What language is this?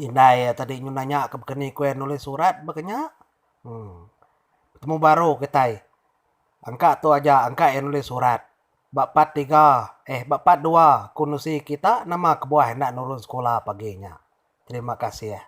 Iban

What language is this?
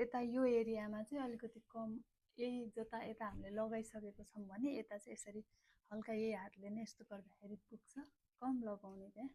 Nepali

